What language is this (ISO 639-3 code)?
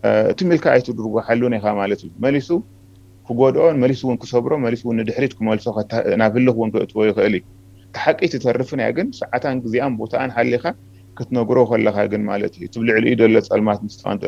tir